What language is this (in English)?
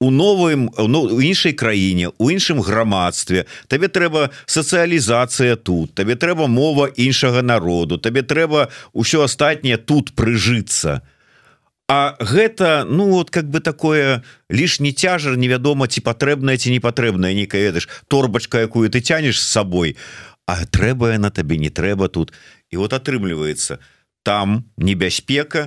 Belarusian